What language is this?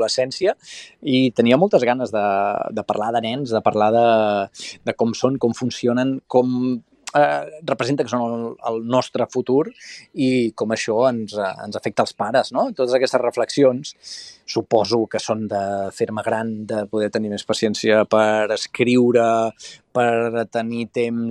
Catalan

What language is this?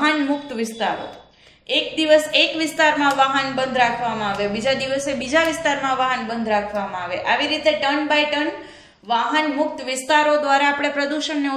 Gujarati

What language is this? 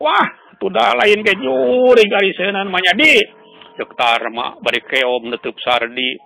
Sundanese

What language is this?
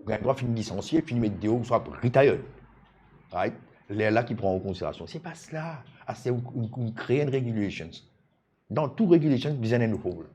Morisyen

